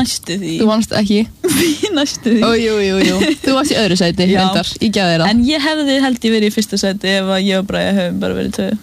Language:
Icelandic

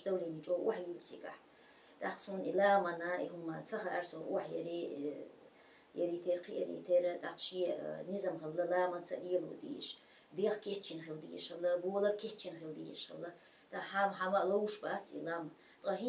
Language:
Chechen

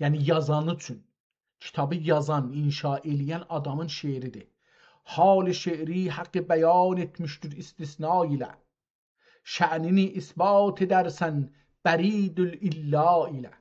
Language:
South Azerbaijani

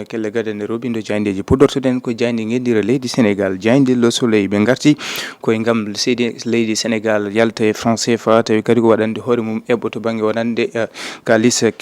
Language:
Fula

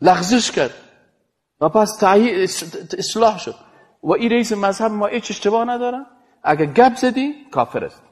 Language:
Persian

